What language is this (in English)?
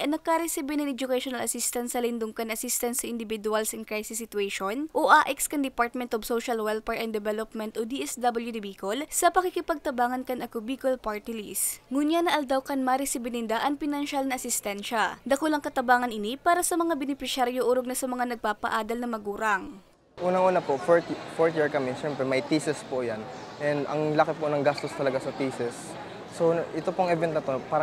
Bikol